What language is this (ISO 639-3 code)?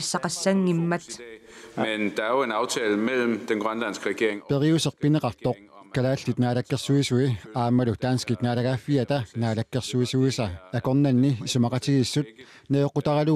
kal